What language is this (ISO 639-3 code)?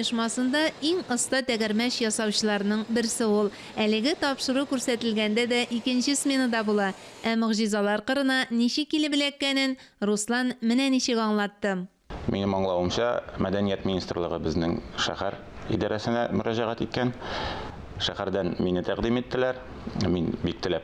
tat